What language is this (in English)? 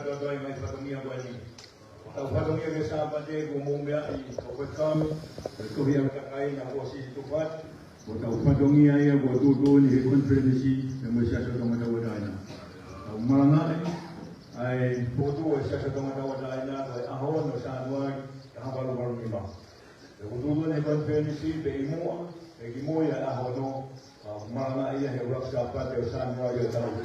Tongan